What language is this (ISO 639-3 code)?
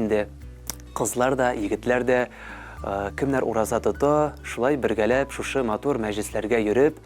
tat